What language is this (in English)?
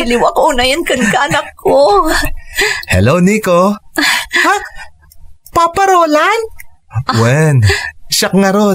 Iloko